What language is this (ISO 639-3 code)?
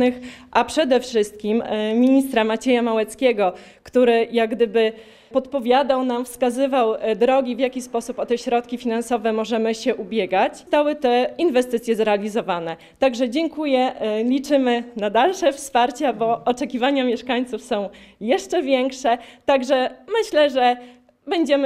pol